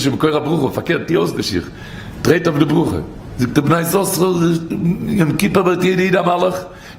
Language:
Yiddish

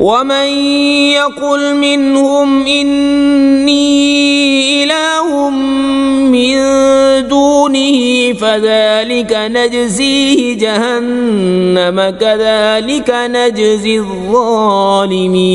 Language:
Kashmiri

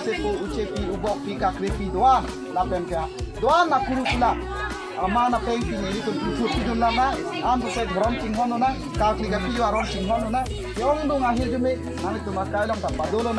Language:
Karbi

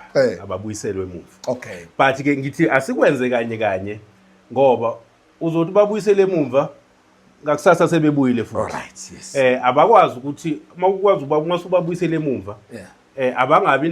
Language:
Zulu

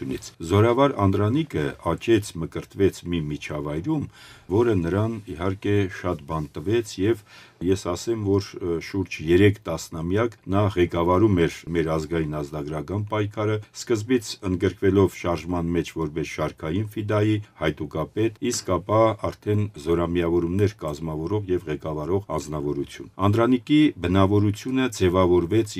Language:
Armenian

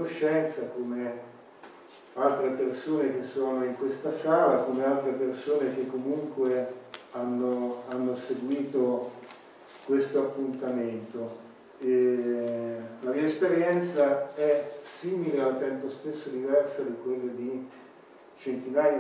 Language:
Italian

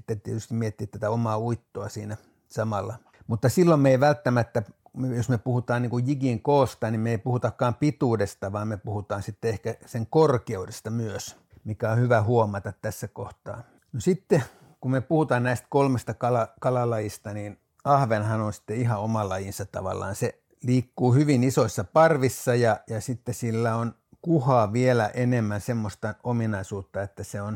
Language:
Finnish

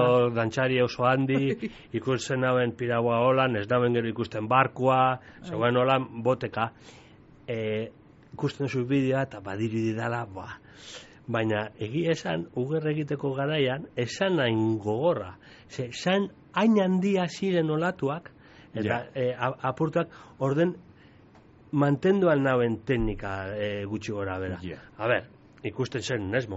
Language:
Basque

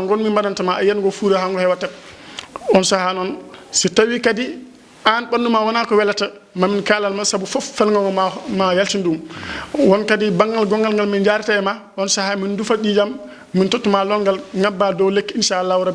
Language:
Fula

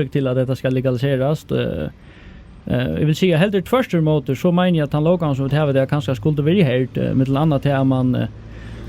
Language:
Faroese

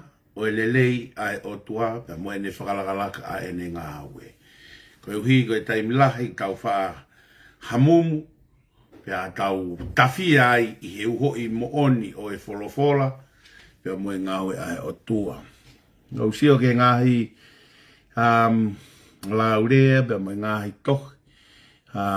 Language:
Tongan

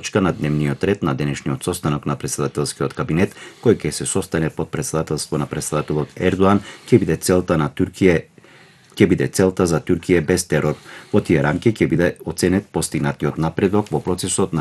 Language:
Macedonian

